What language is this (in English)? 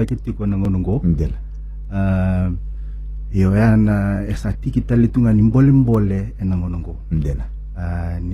Fijian